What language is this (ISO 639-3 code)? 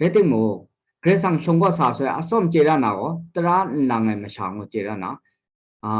kac